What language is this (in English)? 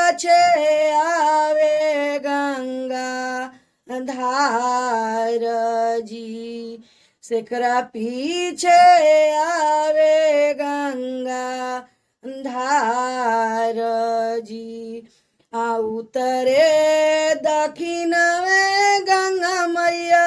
Bhojpuri